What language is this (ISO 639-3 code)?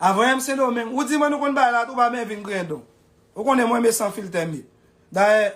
hat